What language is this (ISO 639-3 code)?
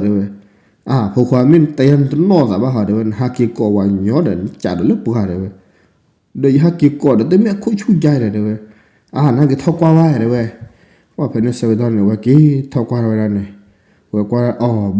ksw